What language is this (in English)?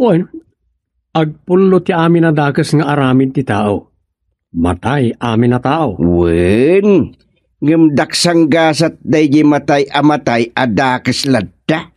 Iloko